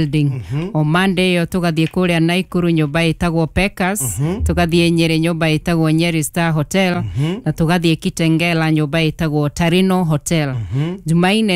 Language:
Kikuyu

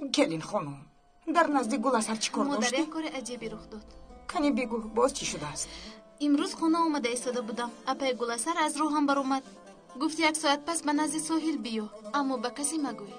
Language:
Tajik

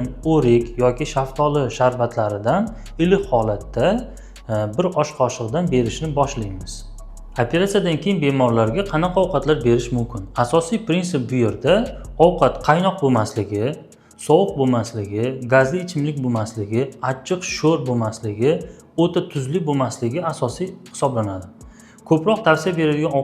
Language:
Uzbek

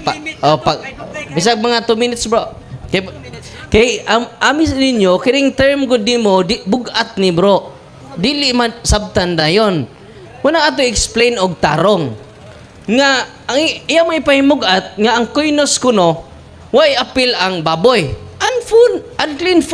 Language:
Cebuano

